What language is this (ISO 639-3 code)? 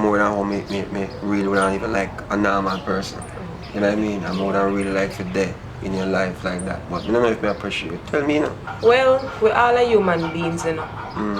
jam